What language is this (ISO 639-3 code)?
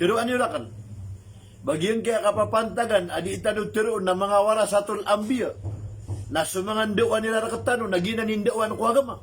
mrw